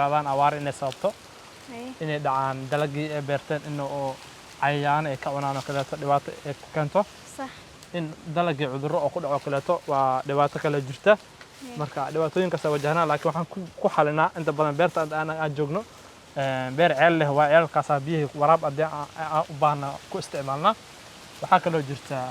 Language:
Somali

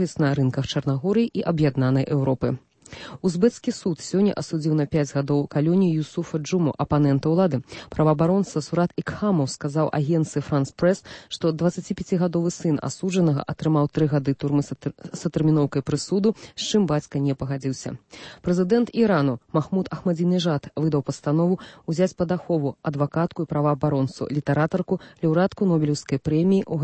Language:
Belarusian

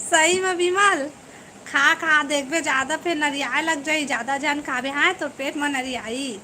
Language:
Chhattisgarhi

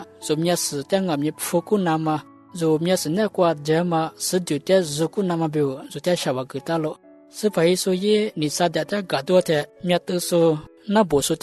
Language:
Lisu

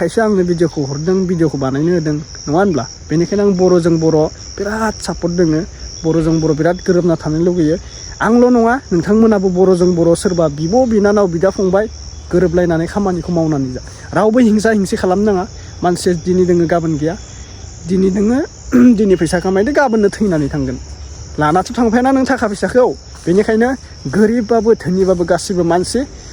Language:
Bodo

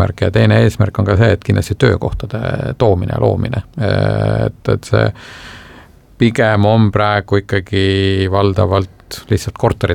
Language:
Estonian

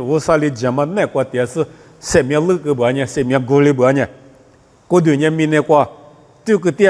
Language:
Lisu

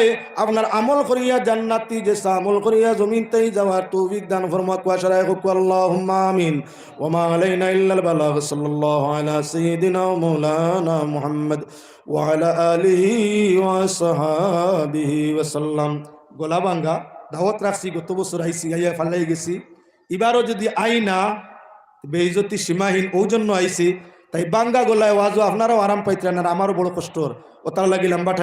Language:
Sylheti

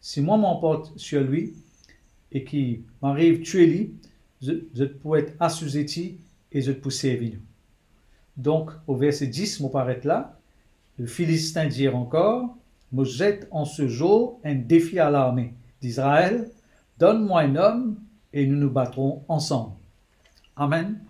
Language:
Morisyen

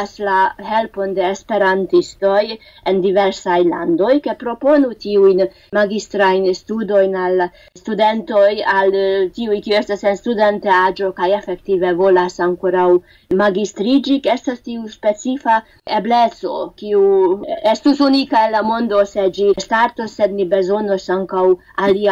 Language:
Esperanto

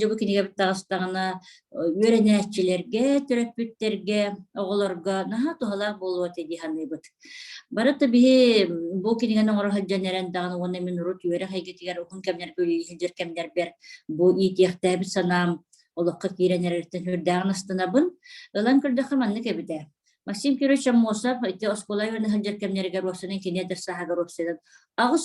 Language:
Yakut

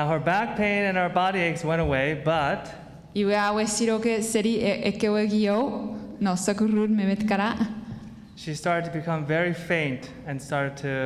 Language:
Chuukese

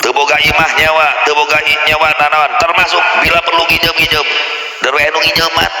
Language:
Sundanese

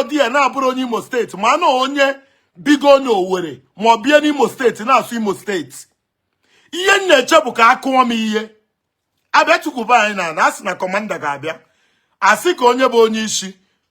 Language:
Igbo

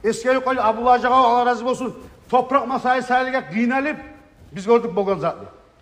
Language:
Kumyk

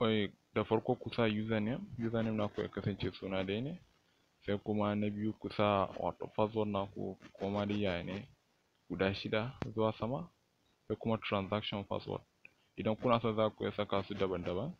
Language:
Hausa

